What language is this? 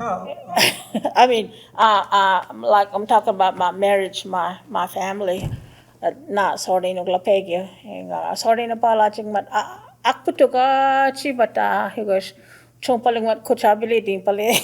Choctaw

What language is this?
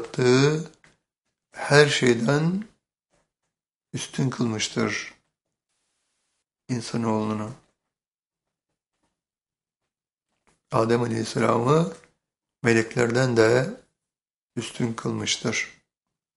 Turkish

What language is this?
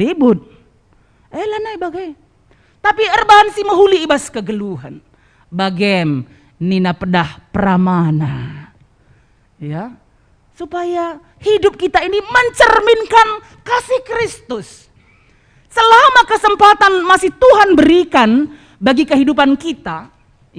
Batak Karo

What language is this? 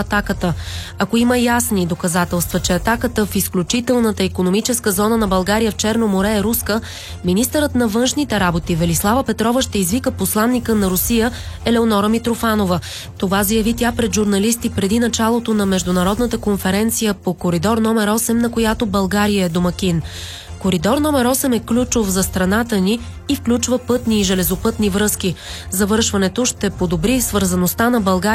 Bulgarian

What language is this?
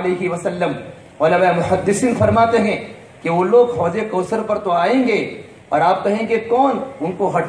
Urdu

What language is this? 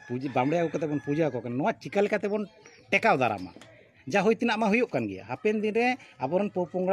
Santali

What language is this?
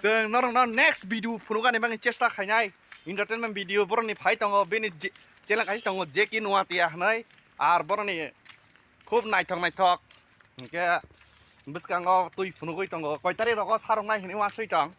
Kok Borok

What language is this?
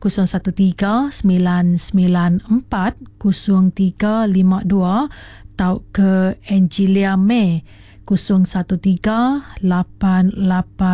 Iban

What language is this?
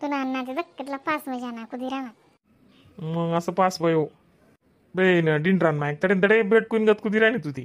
Khandesi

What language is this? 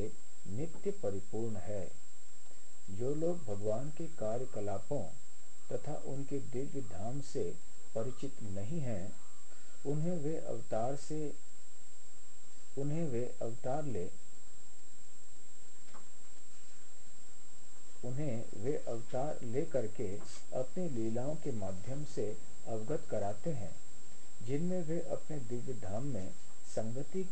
Hindi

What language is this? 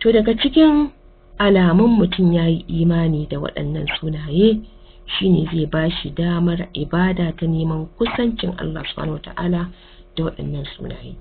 Hausa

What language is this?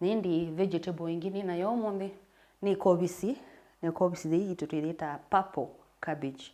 Kamba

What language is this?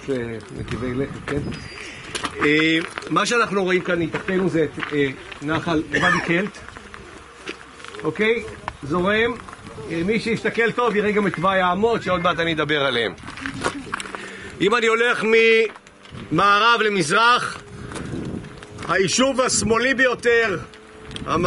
Hebrew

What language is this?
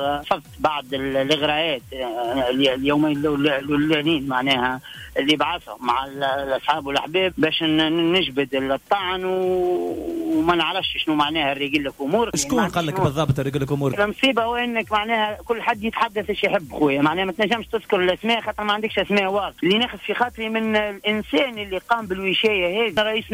Tunisian Arabic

